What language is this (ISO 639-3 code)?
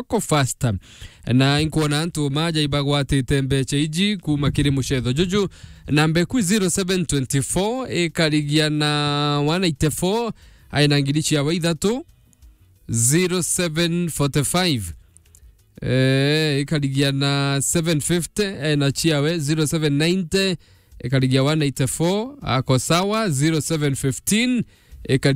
mer